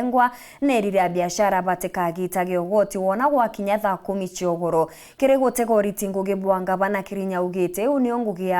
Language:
Meru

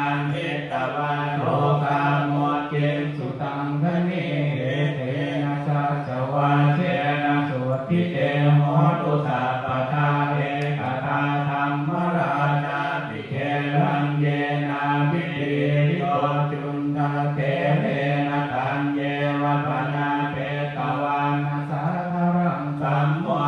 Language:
Pali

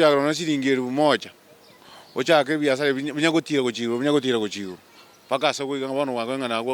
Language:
Gusii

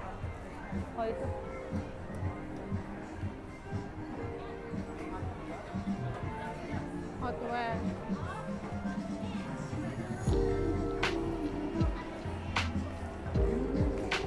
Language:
Indonesian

